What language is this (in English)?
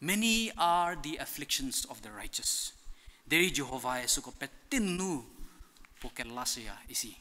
Angami Naga